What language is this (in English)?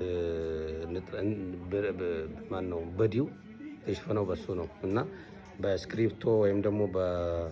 Amharic